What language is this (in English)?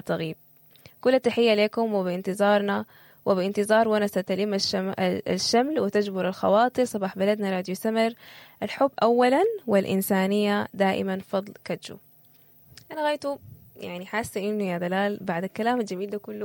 Sudanese Arabic